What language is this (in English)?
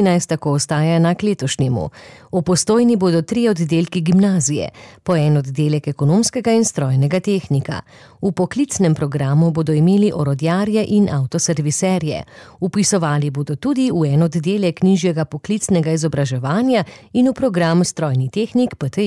Slovenian